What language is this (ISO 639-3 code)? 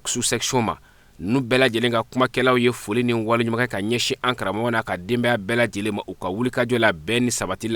bam